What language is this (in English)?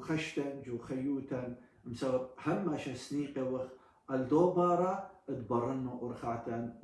Assyrian Neo-Aramaic